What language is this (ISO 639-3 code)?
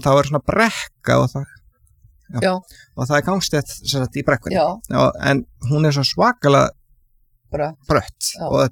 isl